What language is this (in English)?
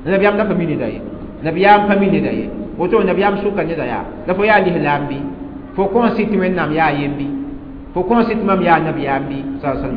Mossi